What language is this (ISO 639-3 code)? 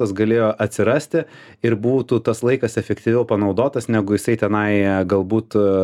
lit